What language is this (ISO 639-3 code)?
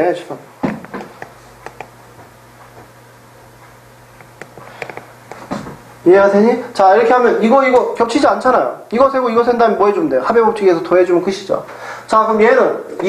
kor